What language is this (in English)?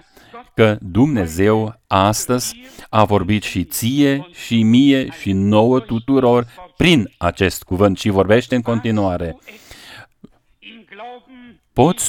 Romanian